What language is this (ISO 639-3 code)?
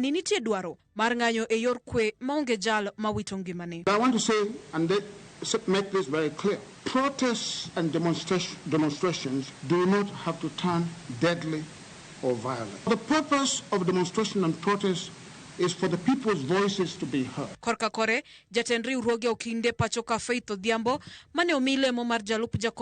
luo